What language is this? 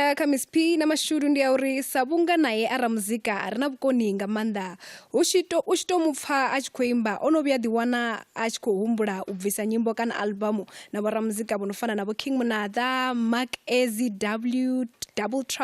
Venda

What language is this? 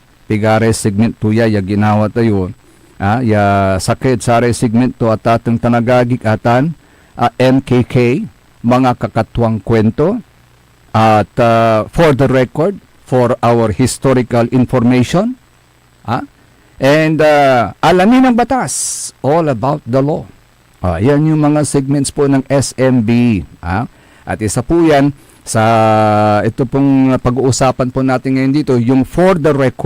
Pangasinan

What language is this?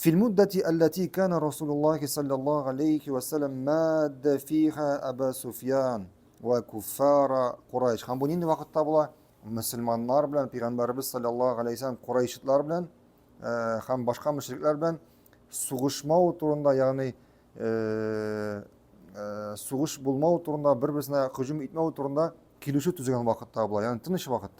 Tatar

